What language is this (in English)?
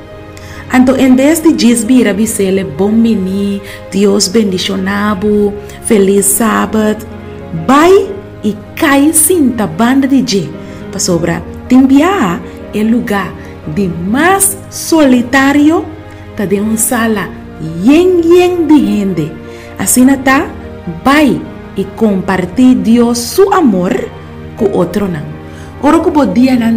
Papiamento